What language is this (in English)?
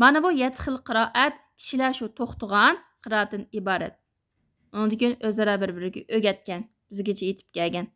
Uyghur